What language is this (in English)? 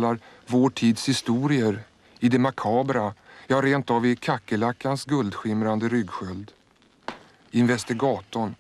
Swedish